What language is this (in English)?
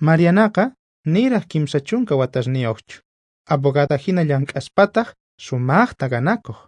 South Bolivian Quechua